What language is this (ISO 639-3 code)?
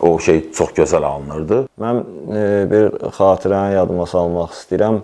aze